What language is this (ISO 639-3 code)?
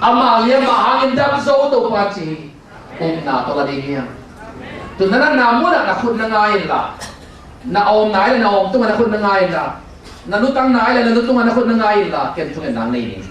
ctd